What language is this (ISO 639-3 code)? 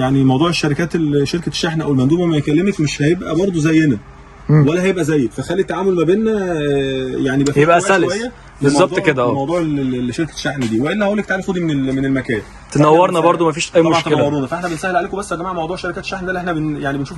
arz